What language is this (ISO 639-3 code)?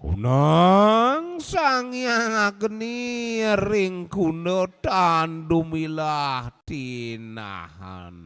ban